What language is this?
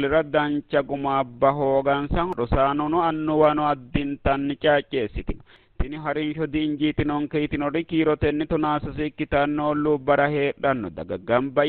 Sidamo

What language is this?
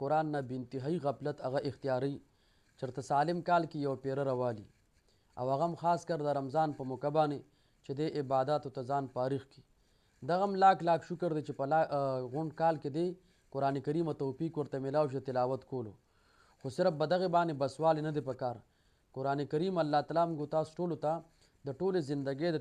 Pashto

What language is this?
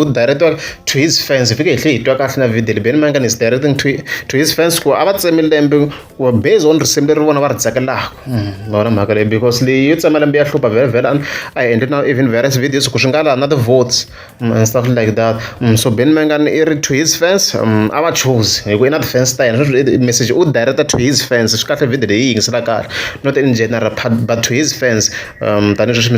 Tsonga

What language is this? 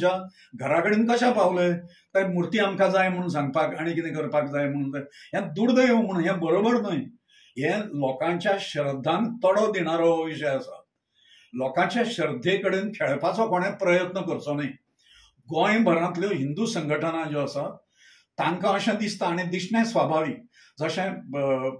Konkani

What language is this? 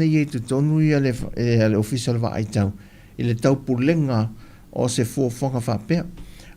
Samoan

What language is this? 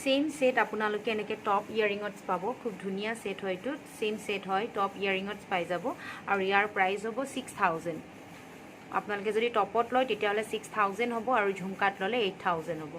Assamese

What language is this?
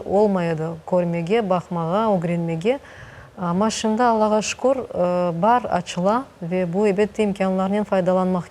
Crimean Tatar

